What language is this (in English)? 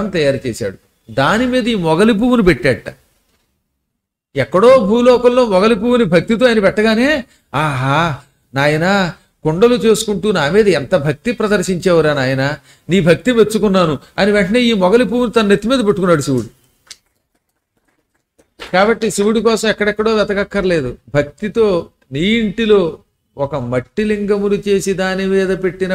Telugu